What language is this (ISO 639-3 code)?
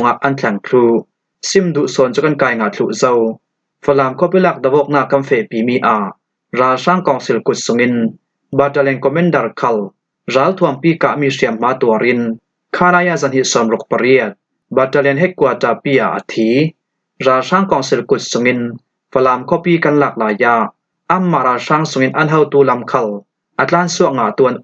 cfm